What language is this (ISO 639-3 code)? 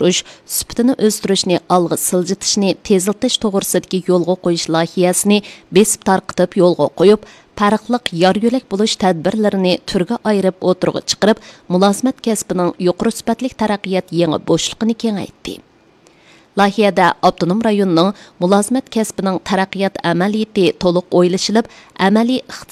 uig